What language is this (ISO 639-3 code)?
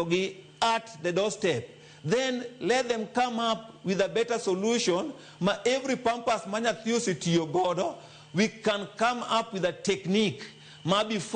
luo